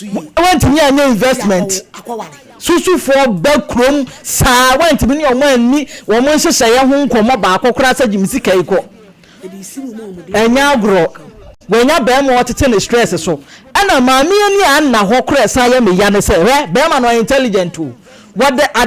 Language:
Akan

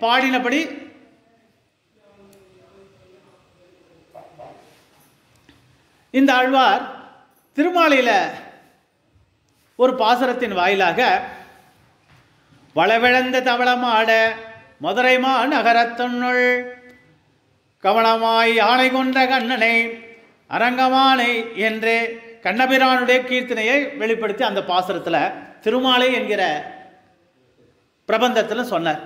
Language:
Tamil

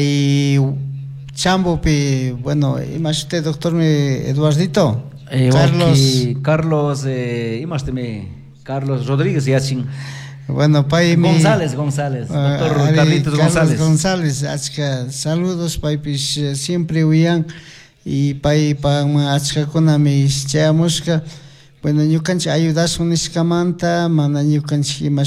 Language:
Chimborazo Highland Quichua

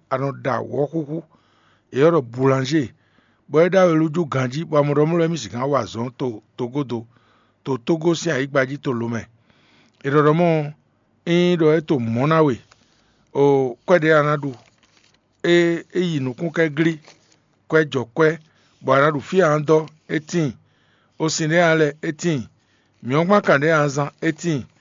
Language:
Fon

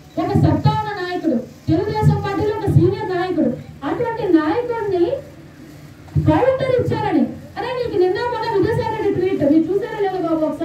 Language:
Telugu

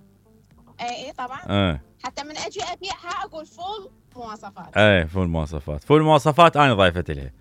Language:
Mesopotamian Arabic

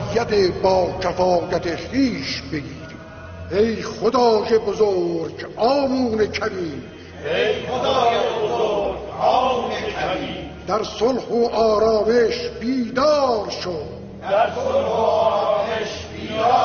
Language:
Tajik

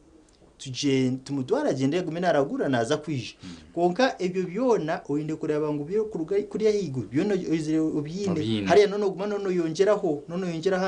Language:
Nyankole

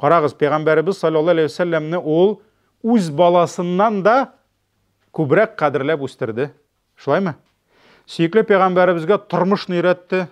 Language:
Tatar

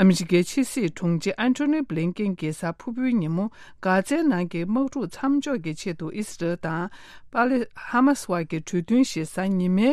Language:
Tibetan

